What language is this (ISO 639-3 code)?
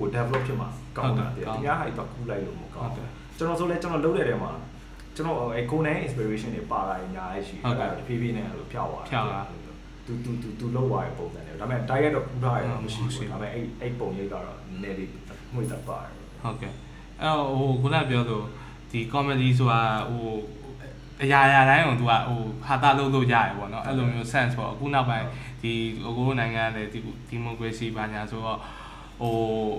mya